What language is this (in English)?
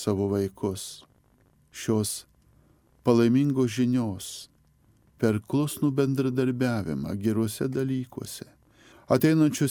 Lithuanian